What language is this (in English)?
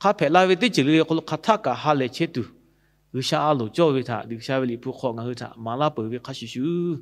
Lahu